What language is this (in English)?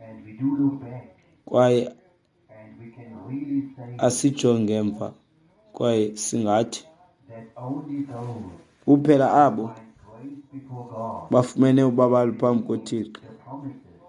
Xhosa